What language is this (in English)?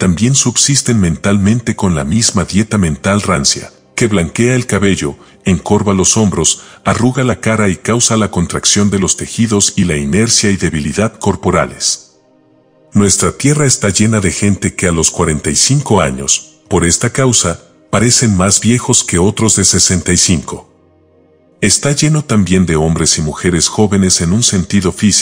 Spanish